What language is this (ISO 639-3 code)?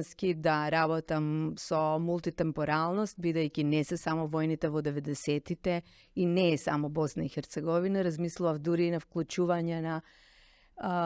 mkd